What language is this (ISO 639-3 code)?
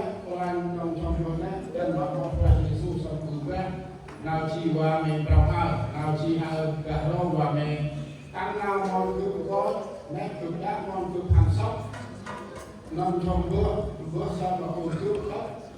cmo